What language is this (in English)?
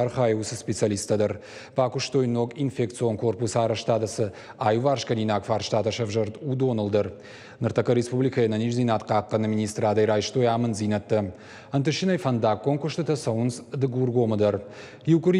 Ossetic